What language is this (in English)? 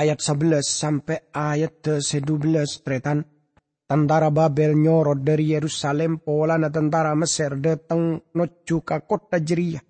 Madurese